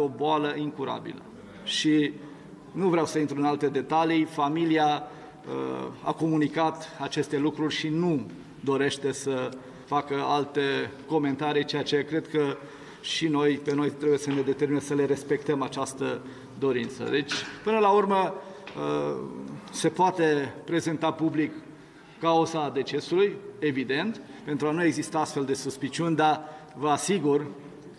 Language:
Romanian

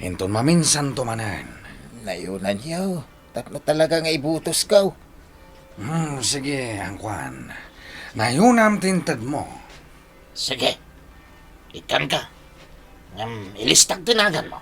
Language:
Iloko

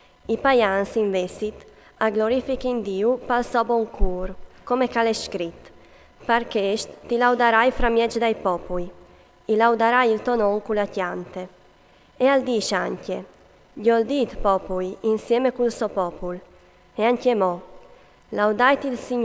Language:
Friulian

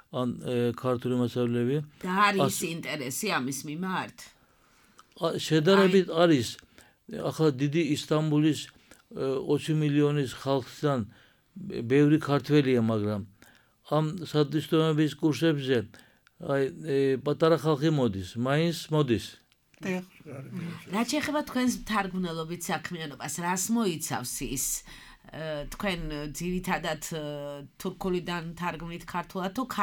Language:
Georgian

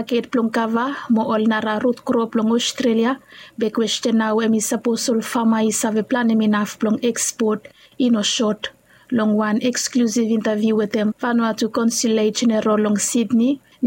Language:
Bislama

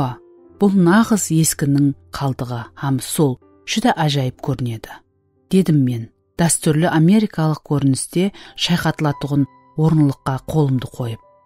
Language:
Kara-Kalpak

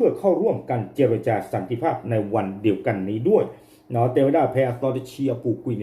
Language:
S'gaw Karen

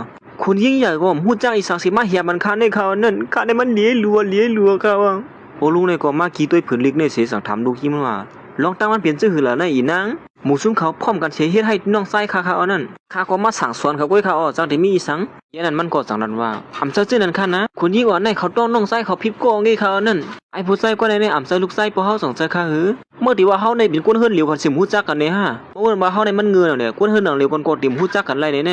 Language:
Shan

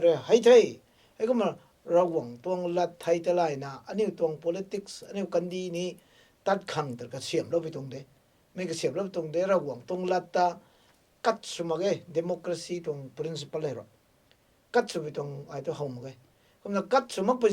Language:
Rongmei Naga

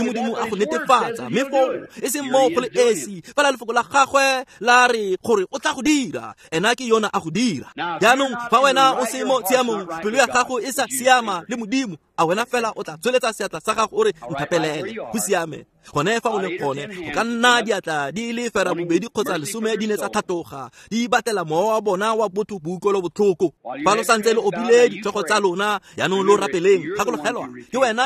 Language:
Tswana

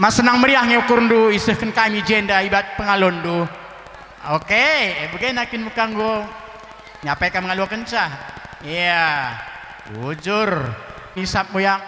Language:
Batak Karo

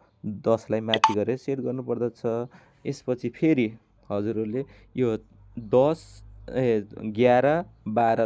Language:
Nepali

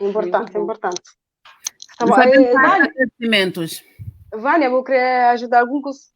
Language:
Kabuverdianu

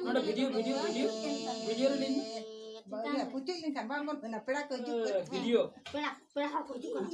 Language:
Santali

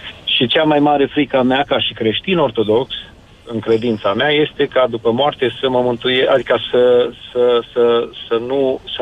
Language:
Romanian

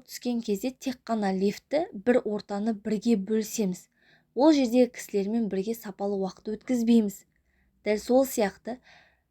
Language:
Kazakh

